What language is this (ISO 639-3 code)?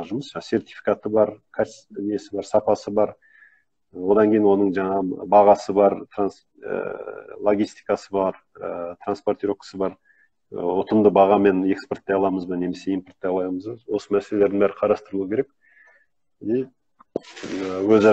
kaz